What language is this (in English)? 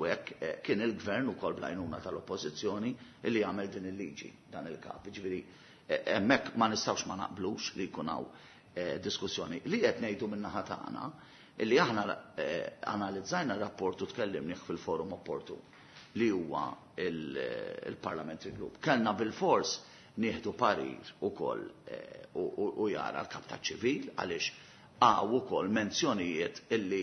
Maltese